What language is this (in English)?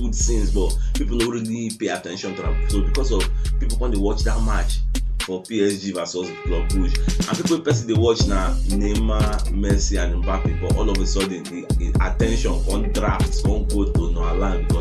Nigerian Pidgin